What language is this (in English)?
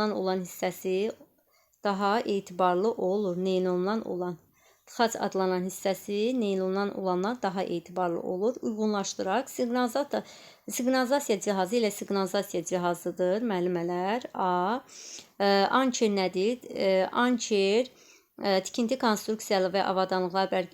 Azerbaijani